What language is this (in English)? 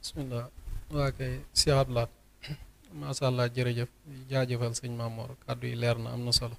Wolof